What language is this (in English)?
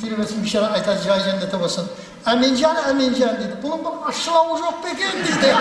Kara-Kalpak